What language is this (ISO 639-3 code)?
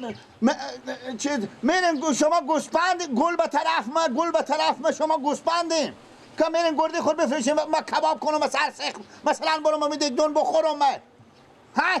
fas